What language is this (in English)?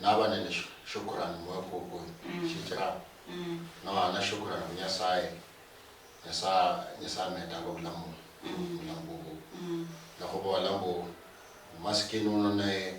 Luyia